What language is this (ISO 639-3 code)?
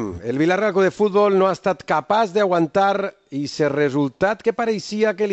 cat